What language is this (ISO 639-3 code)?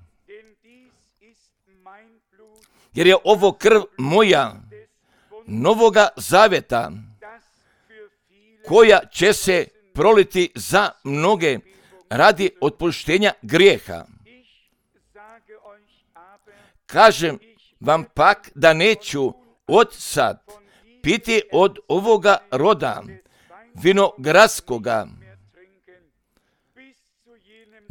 hrv